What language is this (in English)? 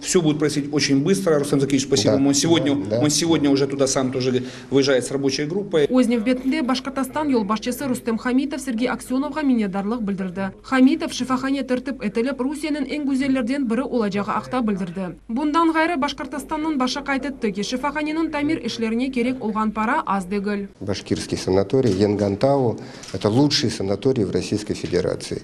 Crimean Tatar